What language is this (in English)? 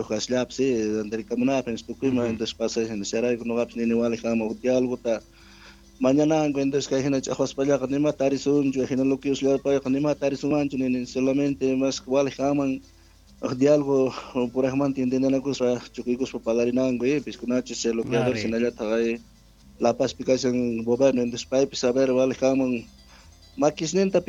South Bolivian Quechua